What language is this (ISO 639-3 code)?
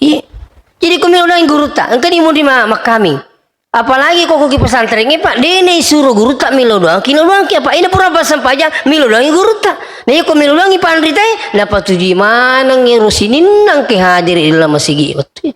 bug